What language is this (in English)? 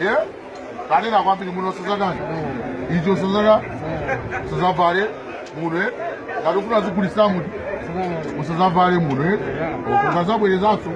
Nyanja